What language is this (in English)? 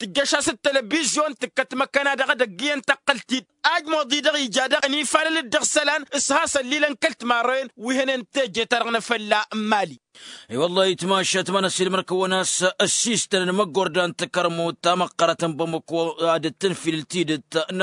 Tamasheq